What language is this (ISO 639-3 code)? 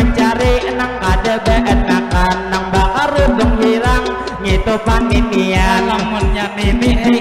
bjn